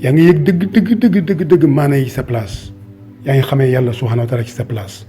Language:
Wolof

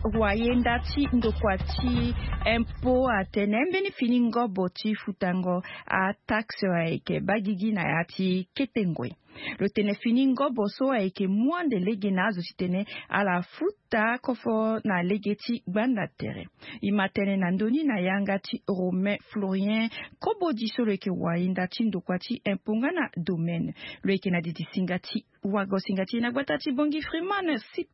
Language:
Sango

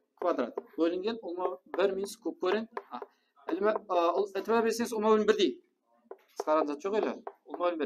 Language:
Kara-Kalpak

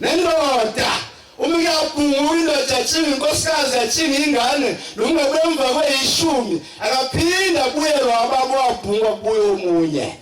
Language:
Zulu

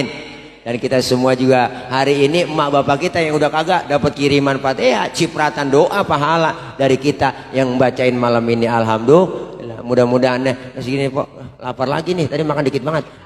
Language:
Betawi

